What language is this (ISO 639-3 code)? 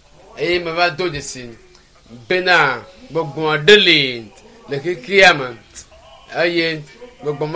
ewe